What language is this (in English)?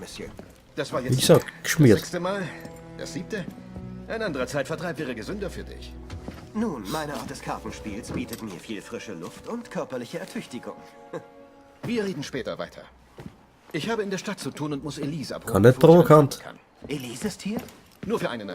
Bavarian